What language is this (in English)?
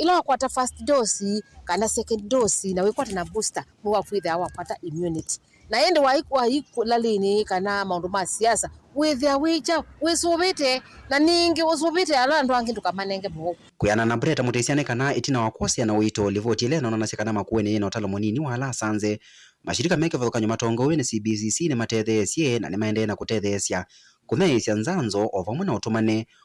Kamba